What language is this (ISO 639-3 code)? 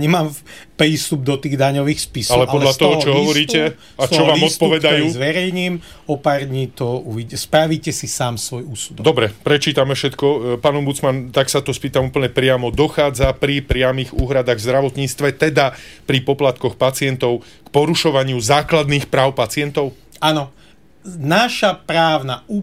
slk